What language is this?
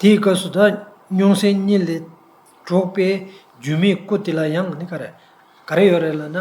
Tibetan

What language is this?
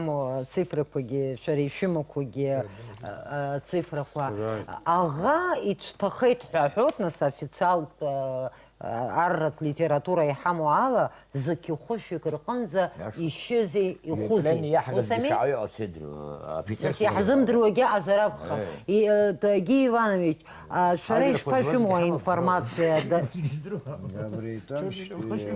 Abkhazian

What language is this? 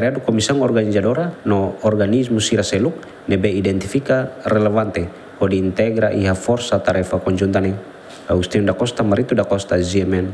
Tetum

